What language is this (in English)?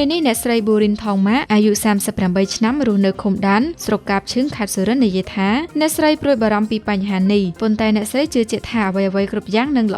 Khmer